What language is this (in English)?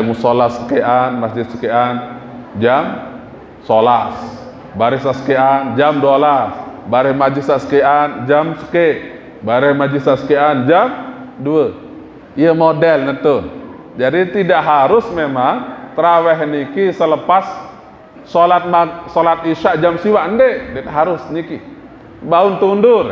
Sasak